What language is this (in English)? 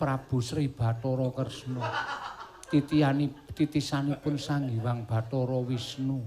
Javanese